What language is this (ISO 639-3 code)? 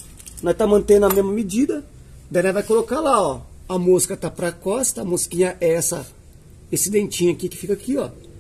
por